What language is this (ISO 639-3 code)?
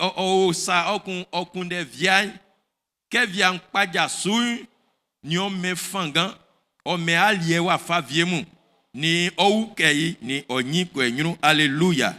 bci